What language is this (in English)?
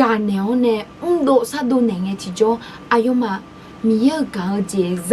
Akha